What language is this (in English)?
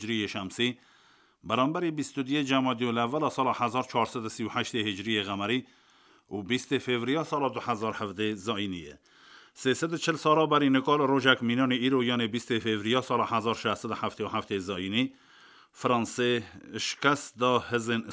Kurdish